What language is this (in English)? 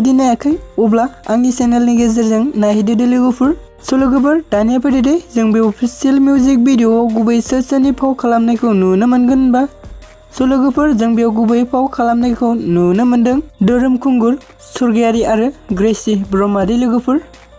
Bodo